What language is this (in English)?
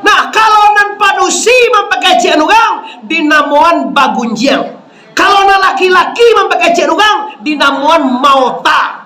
Minangkabau